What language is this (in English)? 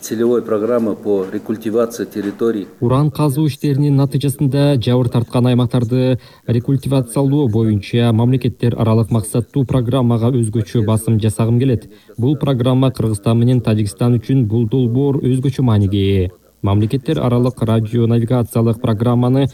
Kyrgyz